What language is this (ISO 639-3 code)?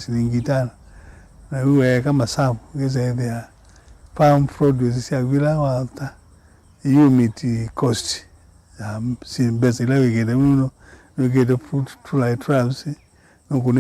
kam